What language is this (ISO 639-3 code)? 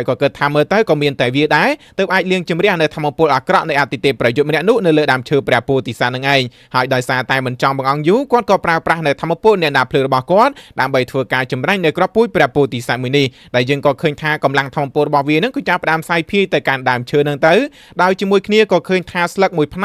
khm